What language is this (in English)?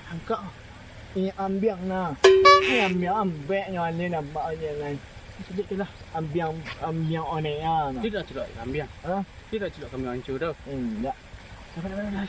Minangkabau